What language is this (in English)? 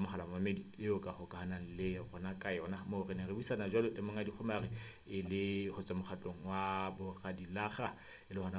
Southern Sotho